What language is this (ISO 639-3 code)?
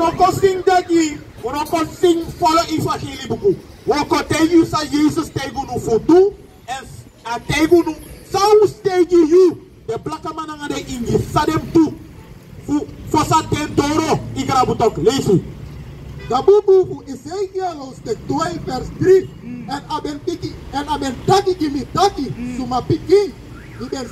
srn